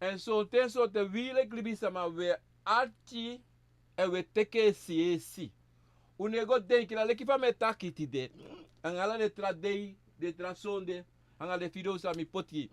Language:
Sranan Tongo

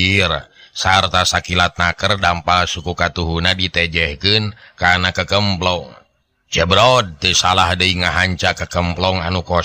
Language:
Sundanese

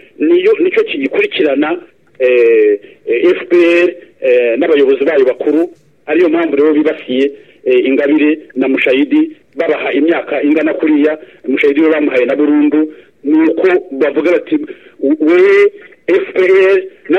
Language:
Kinyarwanda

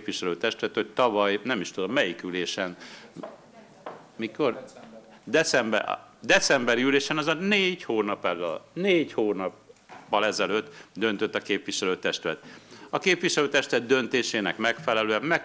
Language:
Hungarian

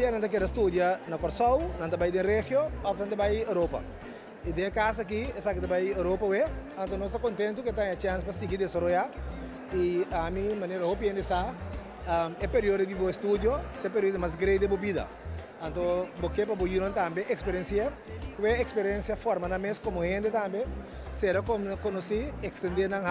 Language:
Papiamento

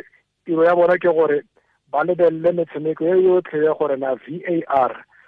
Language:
Tswana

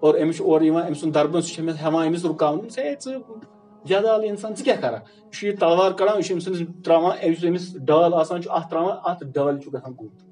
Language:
Kashmiri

